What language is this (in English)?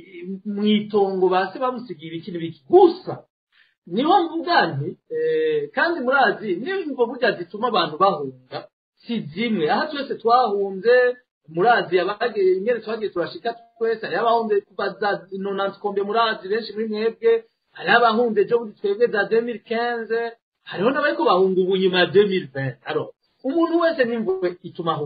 Rundi